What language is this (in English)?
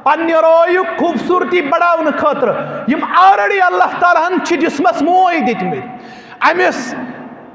Kashmiri